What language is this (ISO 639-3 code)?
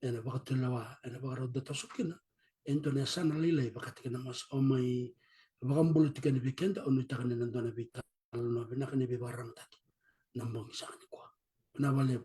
fij